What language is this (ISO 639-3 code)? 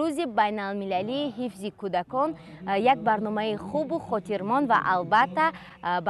tgk